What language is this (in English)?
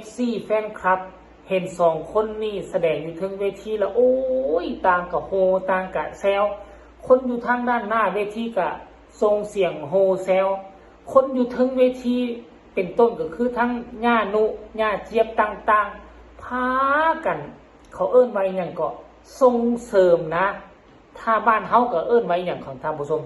Northeastern Thai